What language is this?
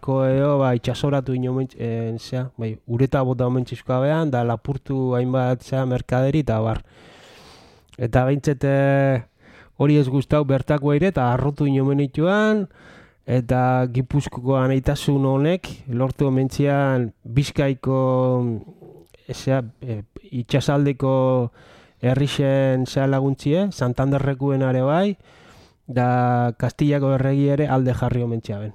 Basque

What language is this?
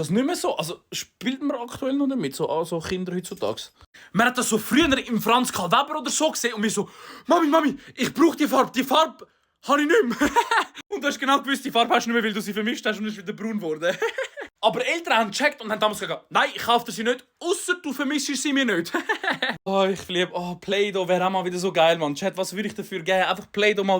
Swiss German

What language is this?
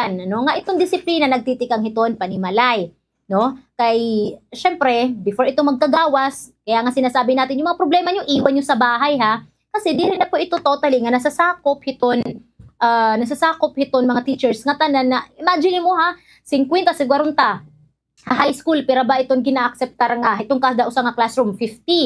Waray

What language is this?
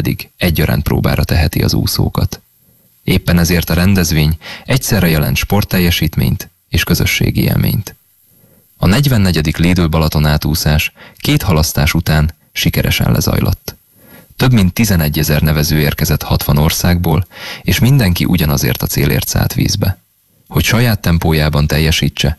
Hungarian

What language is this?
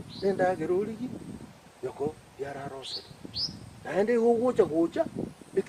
Gusii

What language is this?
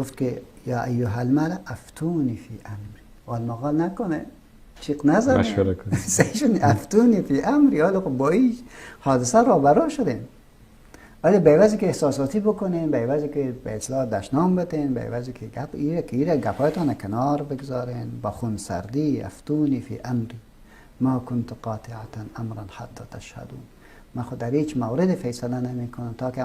Persian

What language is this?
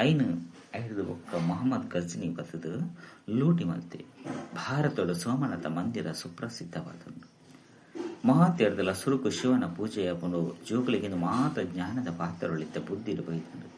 Tulu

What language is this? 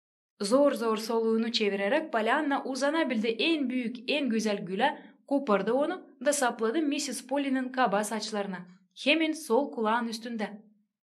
Gagauz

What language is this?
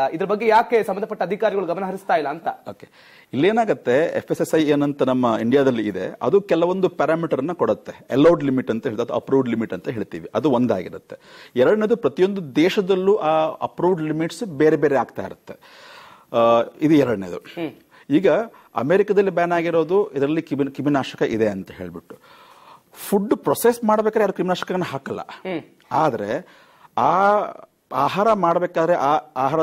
Kannada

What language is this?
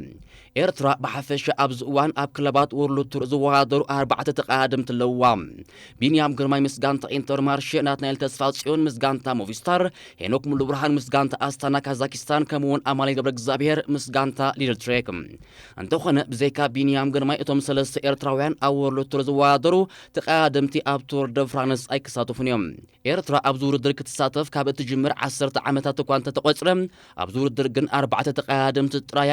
Tigrinya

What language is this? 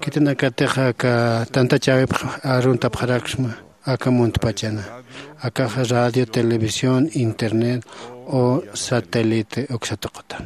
Aymara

